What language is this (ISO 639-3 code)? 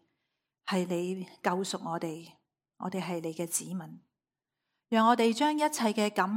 yue